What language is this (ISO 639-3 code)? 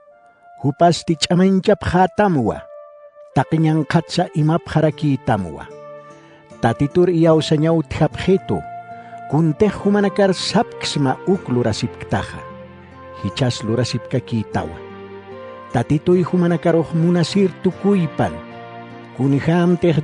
aym